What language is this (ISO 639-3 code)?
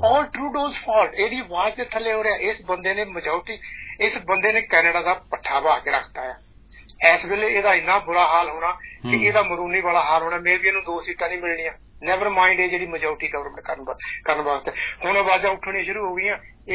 pan